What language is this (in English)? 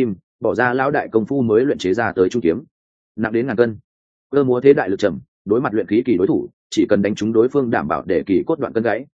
Vietnamese